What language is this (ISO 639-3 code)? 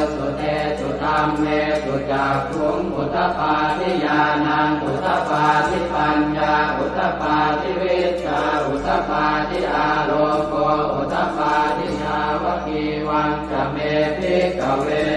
pli